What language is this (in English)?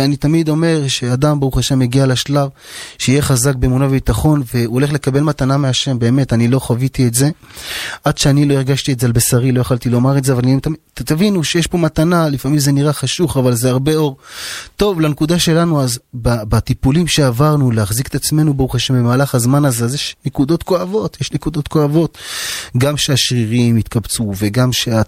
Hebrew